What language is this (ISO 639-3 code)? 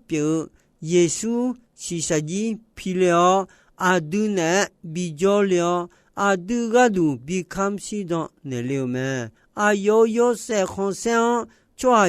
ahk